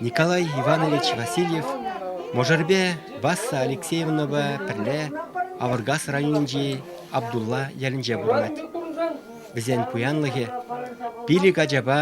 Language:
Chuvash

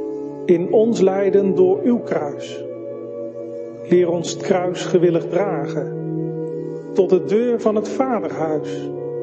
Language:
Dutch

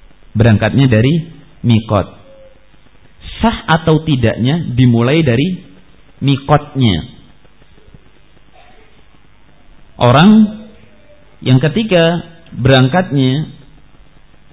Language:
Indonesian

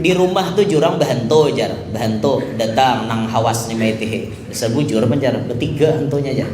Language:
Banjar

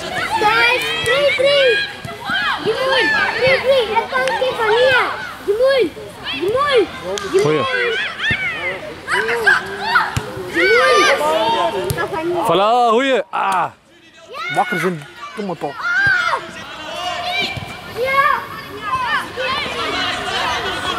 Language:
Dutch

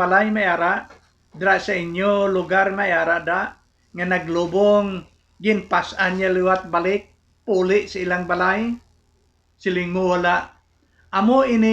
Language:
Hiligaynon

